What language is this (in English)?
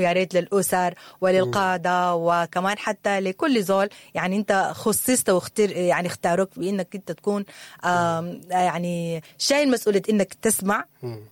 Sudanese Arabic